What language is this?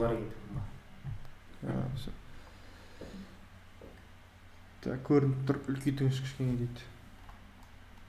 Kazakh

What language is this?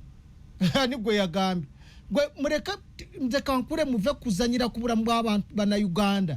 Ganda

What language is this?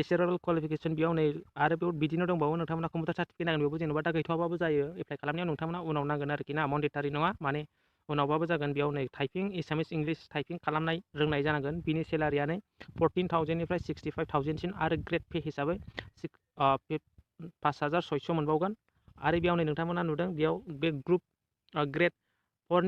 Bodo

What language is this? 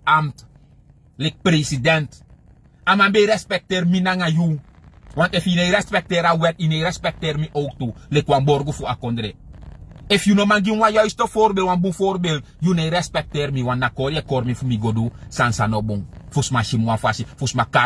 Sranan Tongo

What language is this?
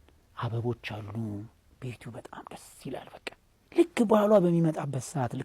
Amharic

